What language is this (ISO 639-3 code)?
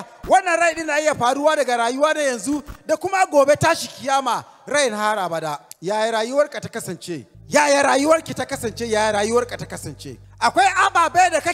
hau